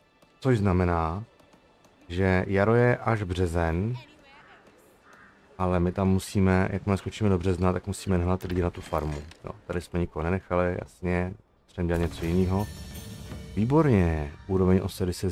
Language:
Czech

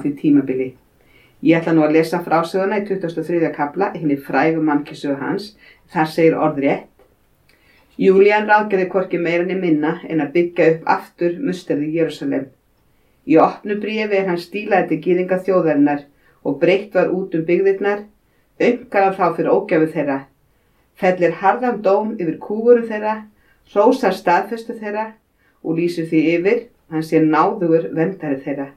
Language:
Icelandic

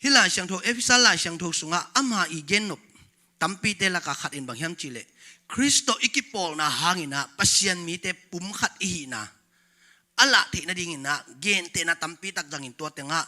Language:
Tedim Chin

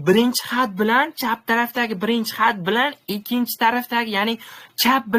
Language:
Uzbek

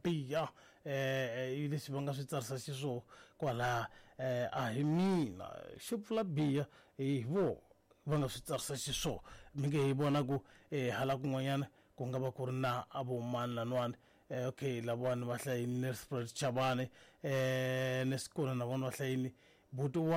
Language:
Tsonga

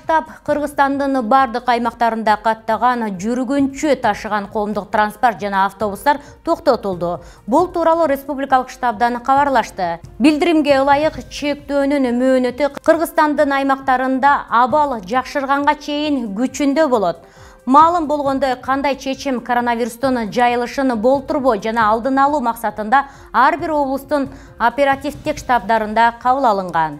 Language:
Kyrgyz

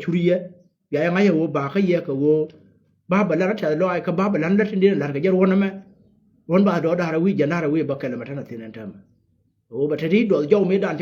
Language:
Nuer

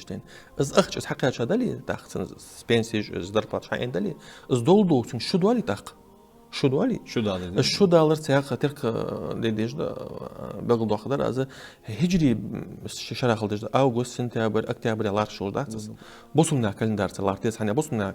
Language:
Ingush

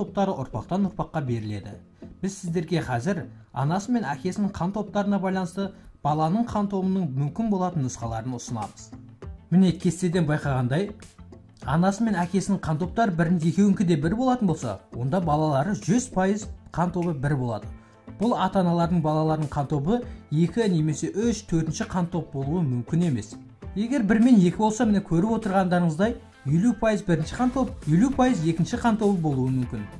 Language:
Kazakh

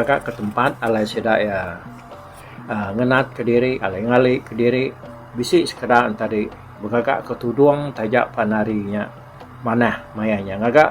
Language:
Iban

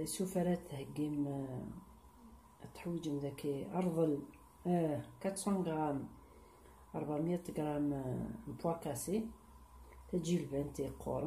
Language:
Kabyle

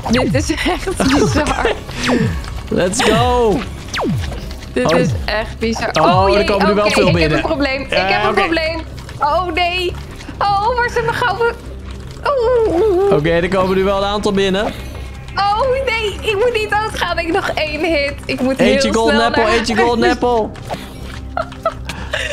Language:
Dutch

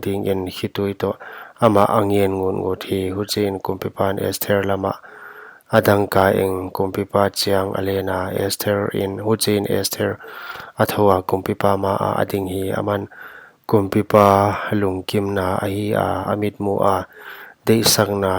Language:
Paite Chin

